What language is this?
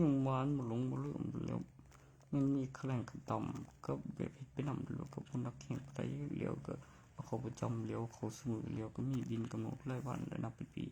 Northeastern Thai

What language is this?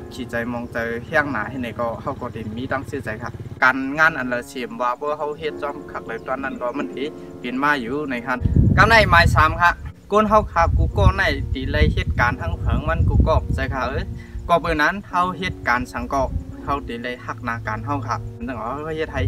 Shan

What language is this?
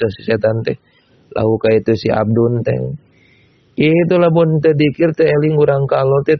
Sundanese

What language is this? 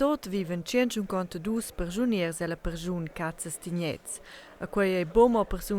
Romansh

